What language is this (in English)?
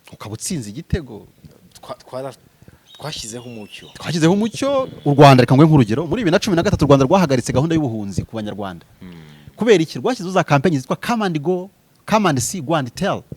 Kinyarwanda